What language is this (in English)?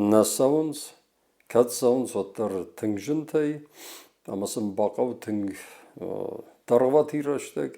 Ossetic